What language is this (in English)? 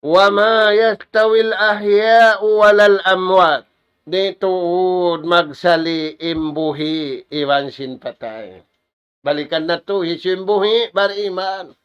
Tausug